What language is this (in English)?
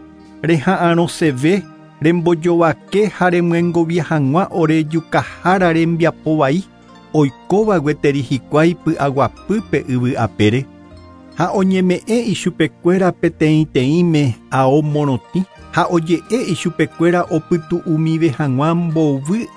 Guarani